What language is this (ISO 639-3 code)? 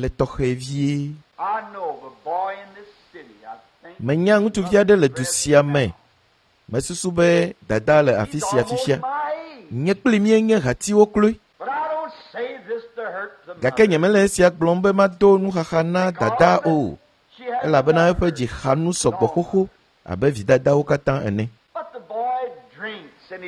ewe